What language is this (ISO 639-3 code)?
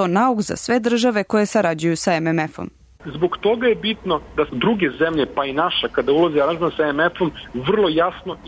srp